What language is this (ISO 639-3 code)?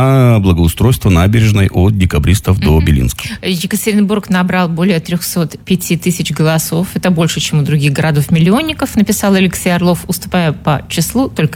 rus